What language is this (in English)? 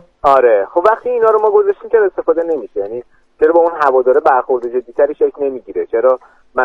Persian